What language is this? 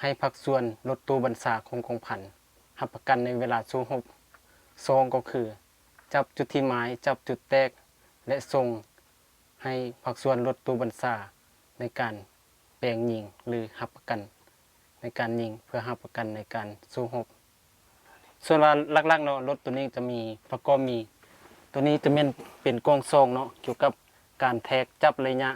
Lao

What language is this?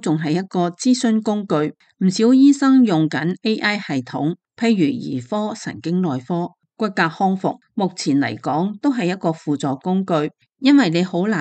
Cantonese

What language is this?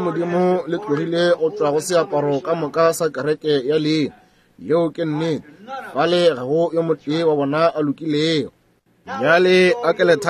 Northern Sotho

